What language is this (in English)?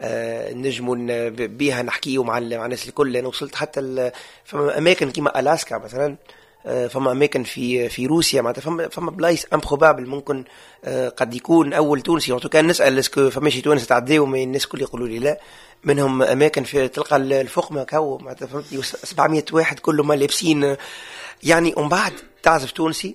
Tunisian Arabic